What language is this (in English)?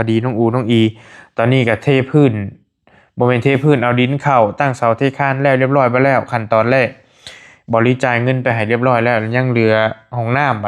Northeastern Thai